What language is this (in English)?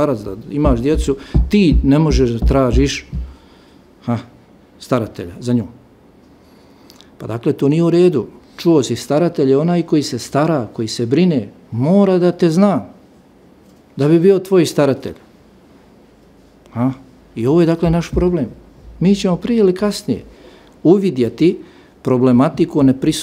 Bosnian